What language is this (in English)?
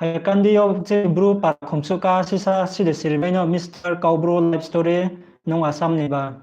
Riang (India)